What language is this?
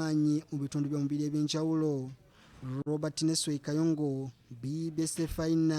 Ganda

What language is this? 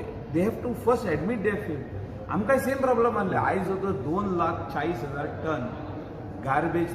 Konkani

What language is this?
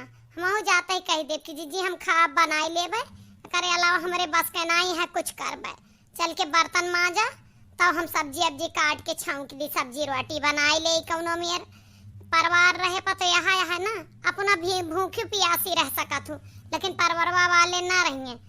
Awadhi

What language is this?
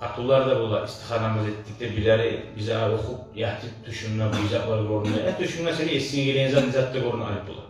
Kumyk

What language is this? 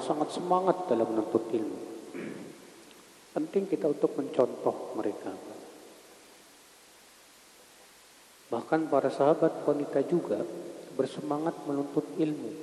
Indonesian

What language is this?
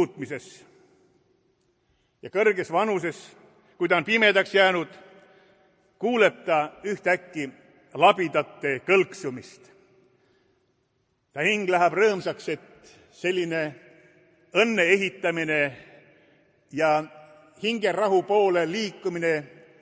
Estonian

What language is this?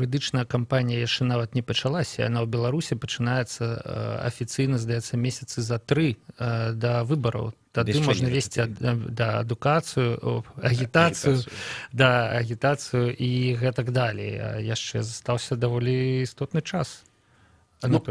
Belarusian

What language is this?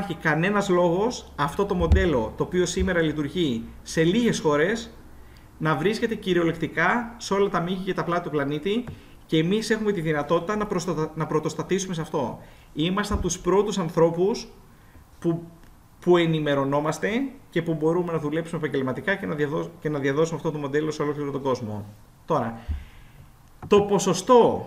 Greek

